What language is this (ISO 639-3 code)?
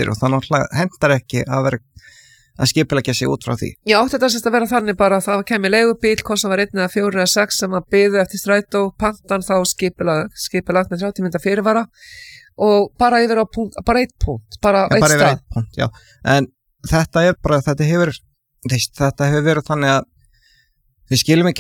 isl